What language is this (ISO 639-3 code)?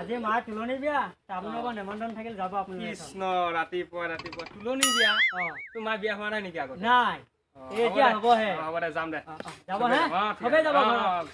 asm